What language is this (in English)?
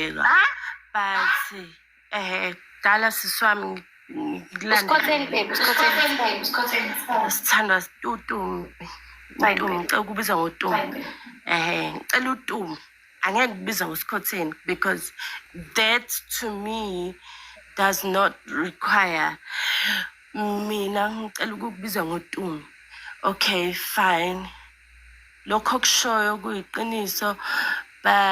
Zulu